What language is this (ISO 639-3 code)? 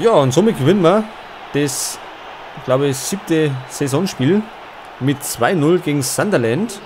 bar